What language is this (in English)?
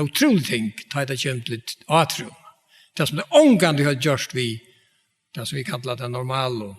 Faroese